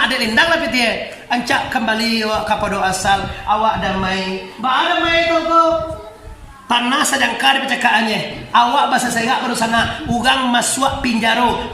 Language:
Minangkabau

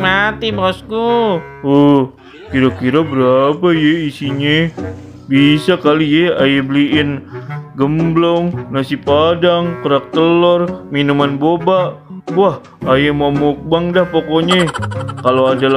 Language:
Betawi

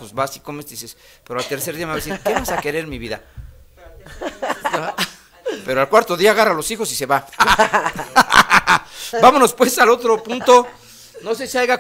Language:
Spanish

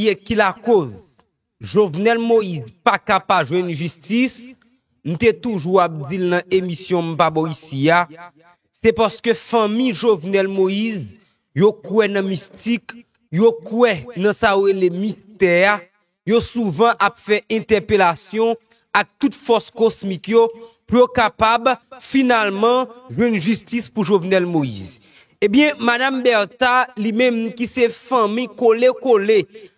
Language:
Haitian Creole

